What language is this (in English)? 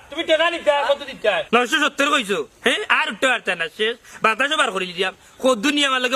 Sylheti